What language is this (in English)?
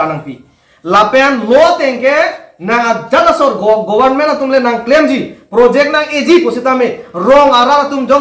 Karbi